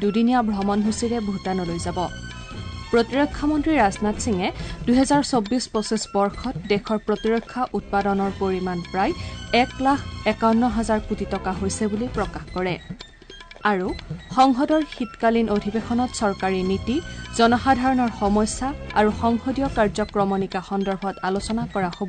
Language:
Assamese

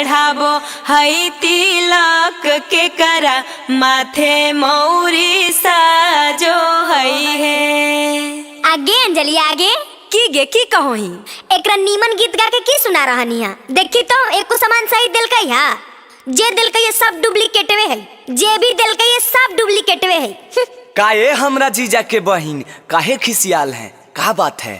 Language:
Magahi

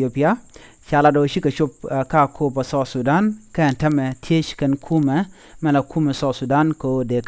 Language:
Nuer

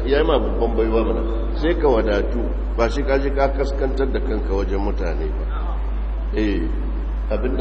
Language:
Hausa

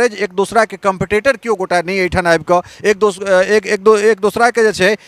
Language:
Maithili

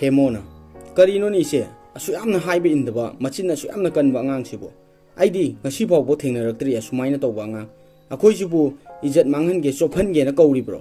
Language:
Manipuri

